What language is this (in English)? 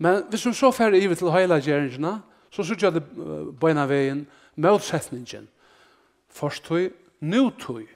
Faroese